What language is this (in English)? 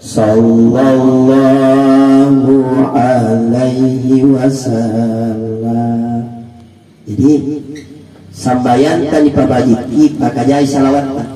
Makasar